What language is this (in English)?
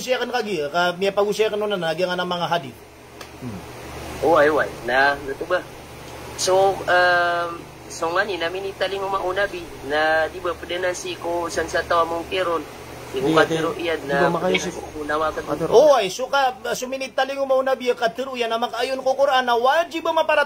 Maranao